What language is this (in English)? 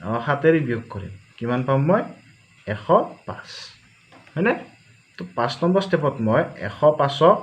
Assamese